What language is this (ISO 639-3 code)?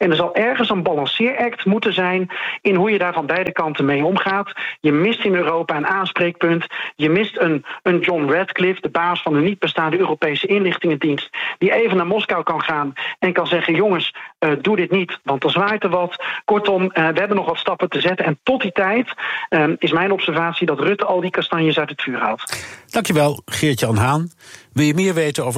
nld